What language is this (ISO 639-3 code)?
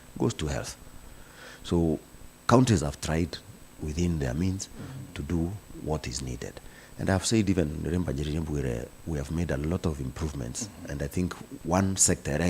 mer